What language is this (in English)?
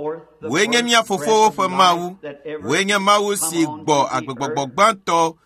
Ewe